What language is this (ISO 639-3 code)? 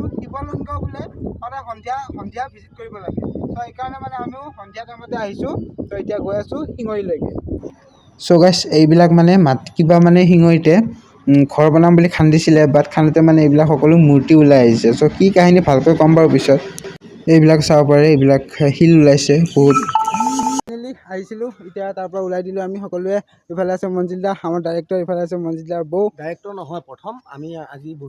asm